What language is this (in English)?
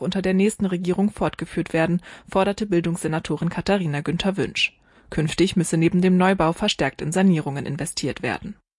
German